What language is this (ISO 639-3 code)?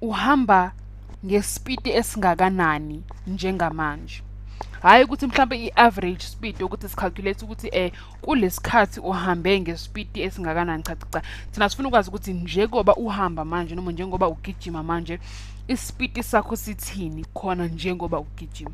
zul